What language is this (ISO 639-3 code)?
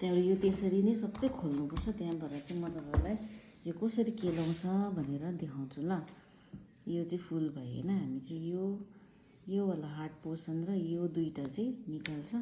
nep